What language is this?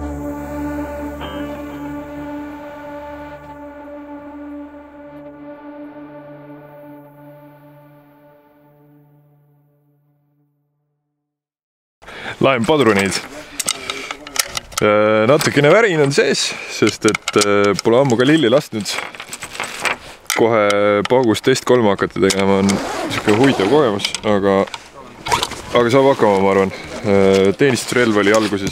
Estonian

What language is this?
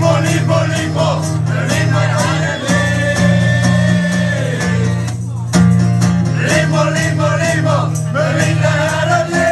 Dutch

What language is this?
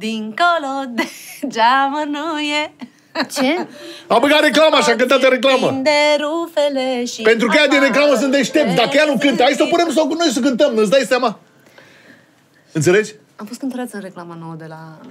Romanian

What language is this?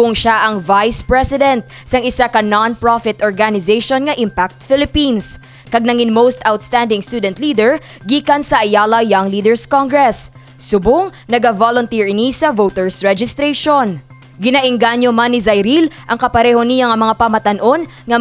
Hiligaynon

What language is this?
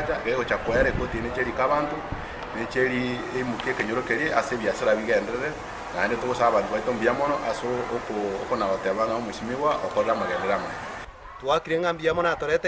Gusii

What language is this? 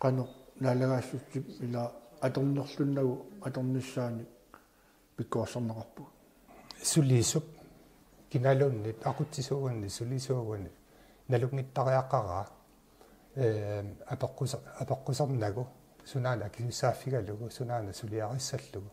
Kalaallisut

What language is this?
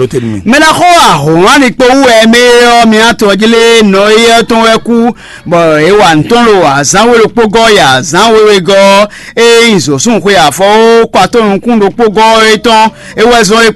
Fon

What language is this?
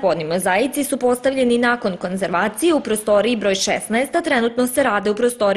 Serbian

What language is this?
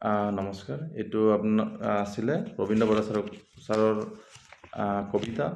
Assamese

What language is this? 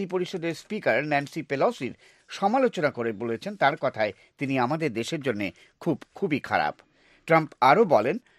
Bangla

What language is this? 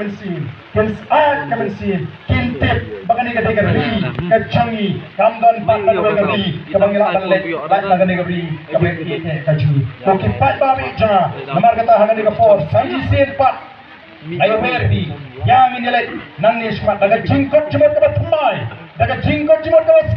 Khasi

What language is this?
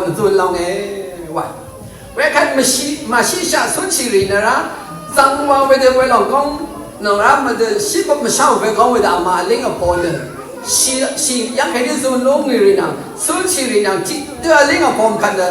Rawang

